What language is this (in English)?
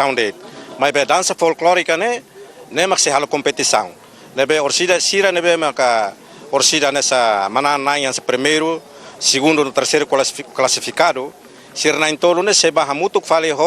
Tetum